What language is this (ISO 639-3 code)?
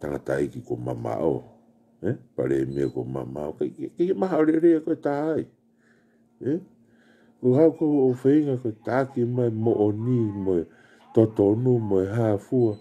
ton